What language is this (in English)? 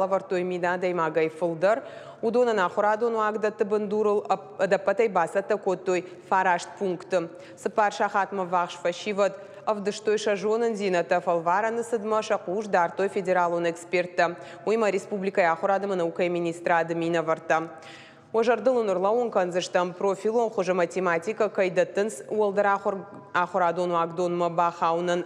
Ossetic